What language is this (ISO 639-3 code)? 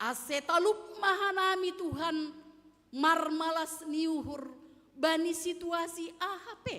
bts